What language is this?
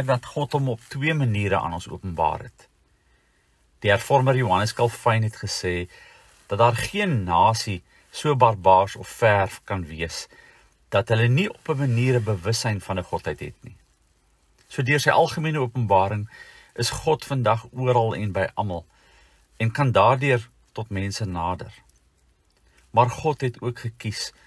Afrikaans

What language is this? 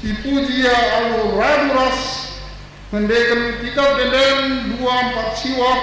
Batak Karo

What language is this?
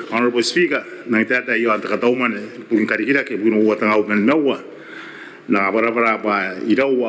Gilbertese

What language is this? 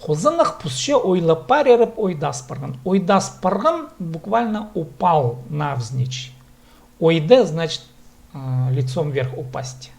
Khakas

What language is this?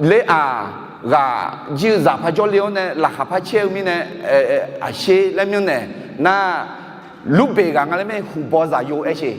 Akha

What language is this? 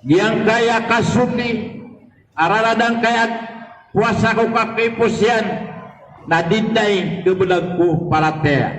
Maranao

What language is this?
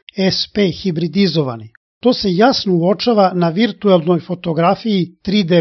Serbian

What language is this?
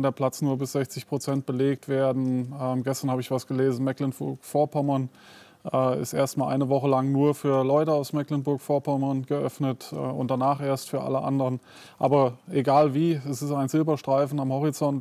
German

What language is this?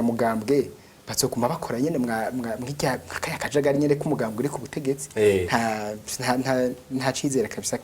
Rundi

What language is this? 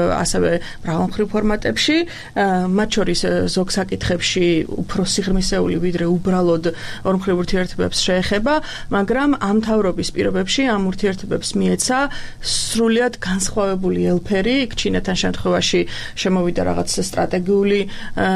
Georgian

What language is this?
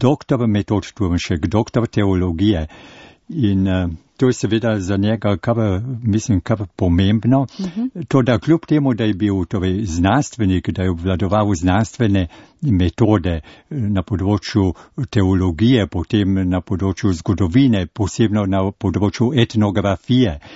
Slovenian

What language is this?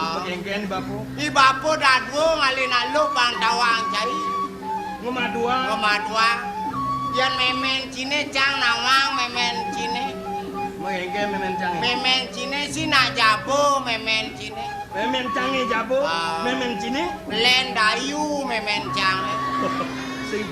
Balinese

